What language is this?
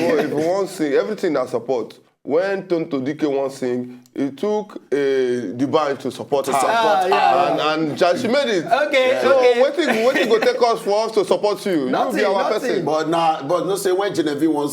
Nigerian Pidgin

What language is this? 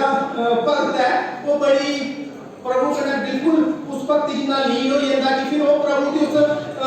Dogri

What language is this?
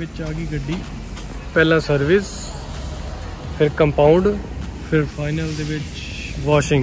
Punjabi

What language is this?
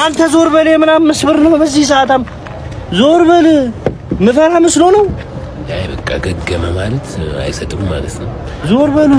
Amharic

